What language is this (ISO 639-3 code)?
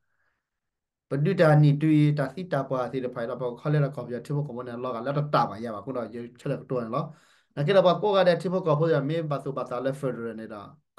ksw